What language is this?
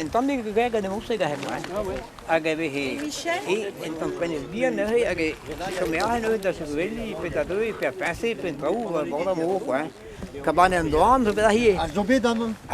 Breton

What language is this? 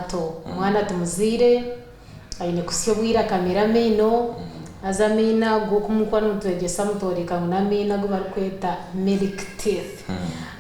Nyankole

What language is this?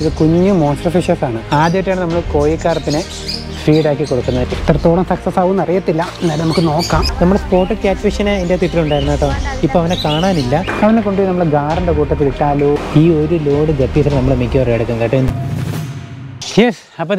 Malayalam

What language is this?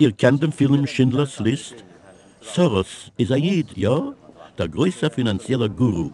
Yiddish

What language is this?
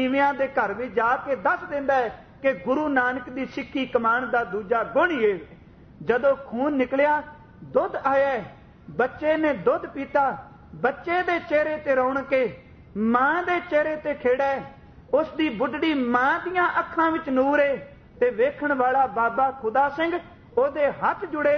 Punjabi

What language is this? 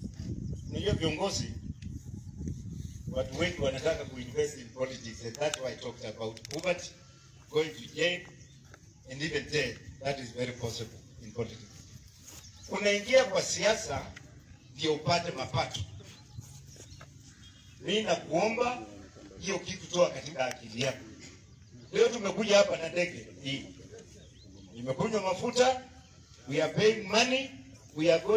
Swahili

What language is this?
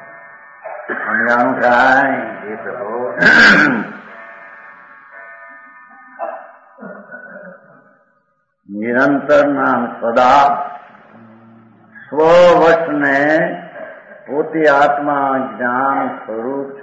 Gujarati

